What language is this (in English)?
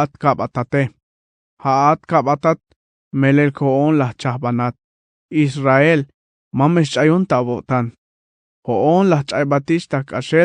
Tzeltal